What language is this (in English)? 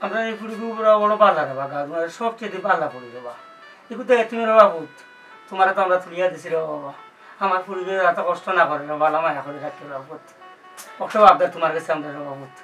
Sylheti